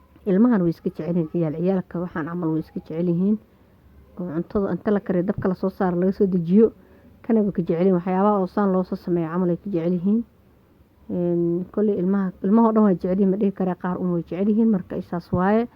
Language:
Somali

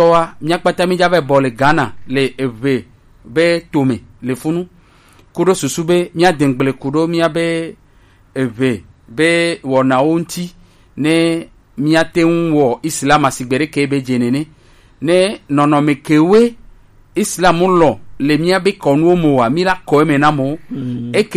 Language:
Gen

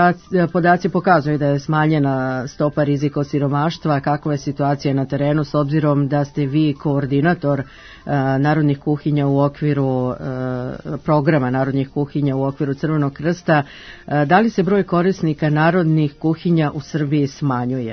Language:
Serbian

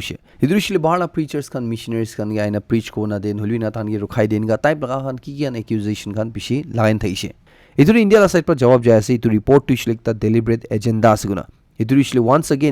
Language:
Naga Pidgin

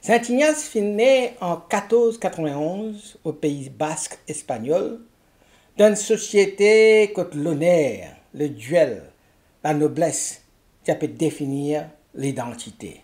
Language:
Morisyen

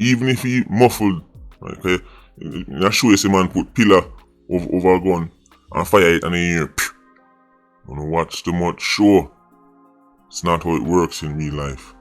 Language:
Jamaican Creole English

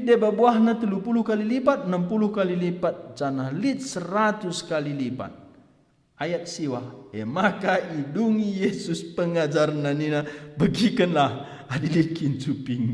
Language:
Batak Karo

